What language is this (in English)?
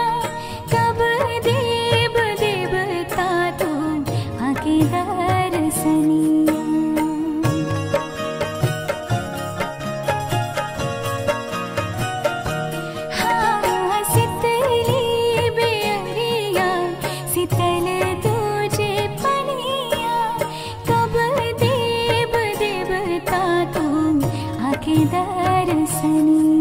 Bhojpuri